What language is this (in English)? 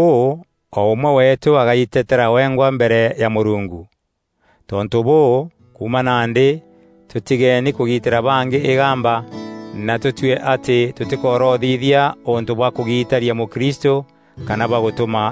Meru